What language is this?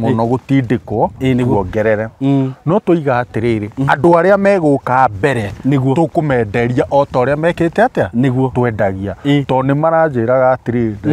Kikuyu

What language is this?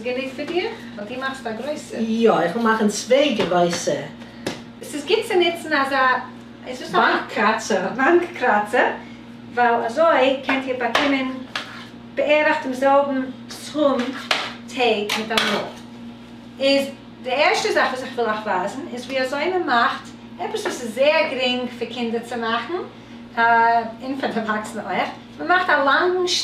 Yiddish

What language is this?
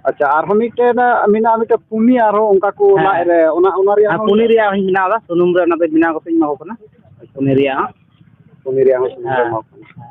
Santali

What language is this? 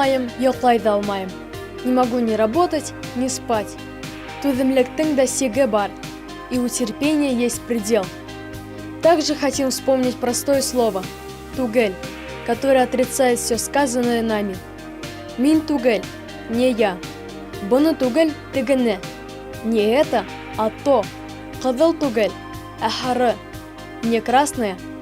Bashkir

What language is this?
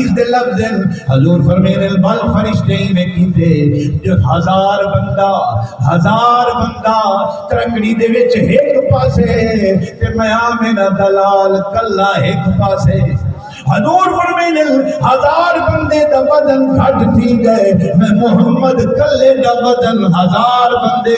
Saraiki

